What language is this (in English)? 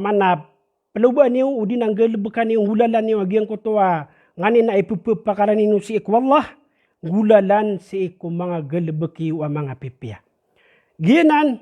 Maranao